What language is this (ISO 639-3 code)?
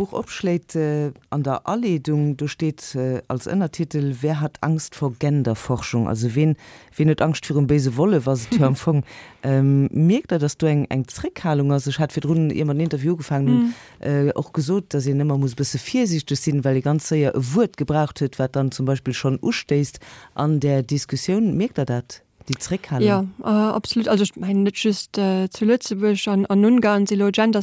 ltz